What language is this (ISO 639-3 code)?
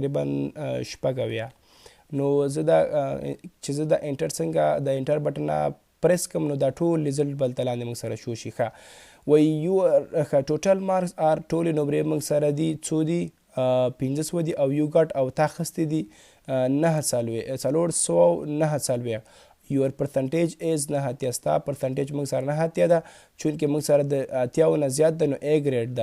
pus